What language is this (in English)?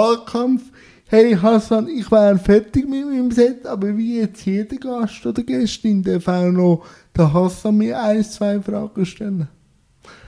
German